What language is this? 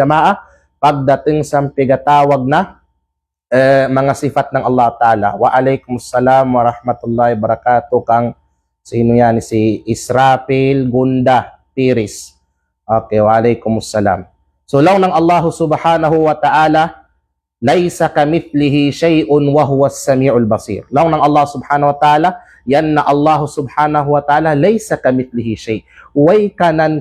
Kalagan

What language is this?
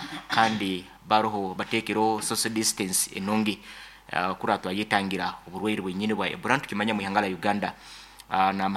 Nyoro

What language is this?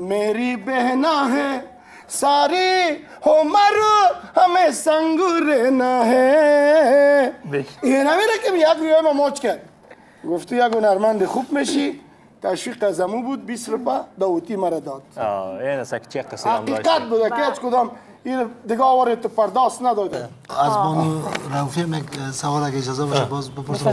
Persian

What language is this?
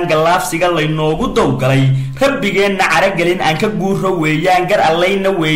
Somali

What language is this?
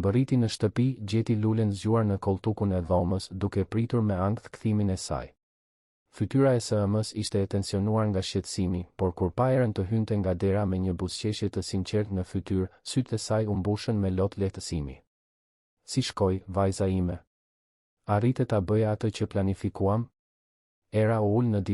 Albanian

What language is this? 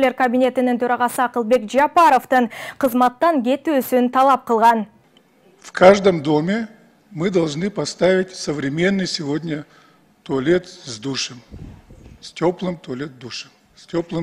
Kyrgyz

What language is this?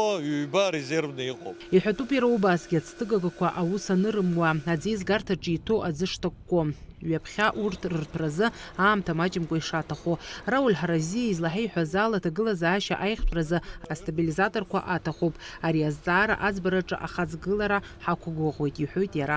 Abkhazian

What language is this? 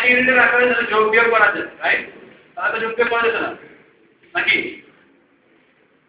Bangla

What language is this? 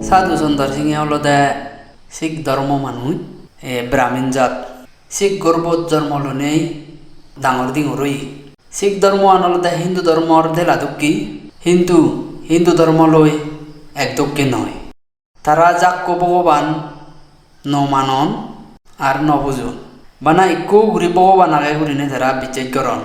Chakma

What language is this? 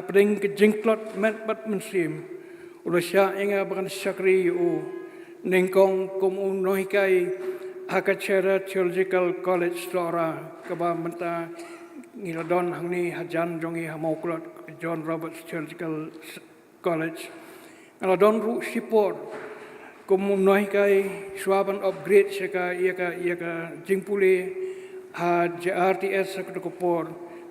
Khasi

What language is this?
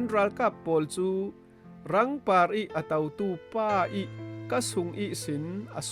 Falam Chin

